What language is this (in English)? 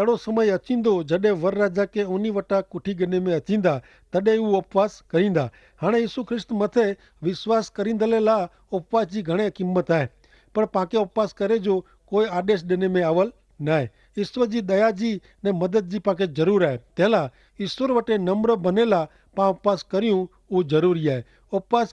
Kachhi